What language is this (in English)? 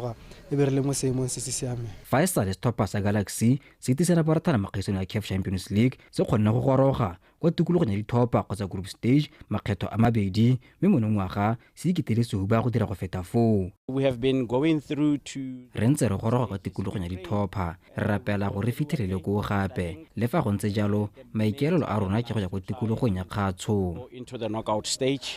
Tswana